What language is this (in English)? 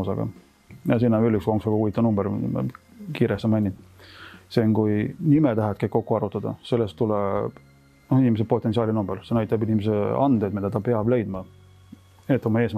Estonian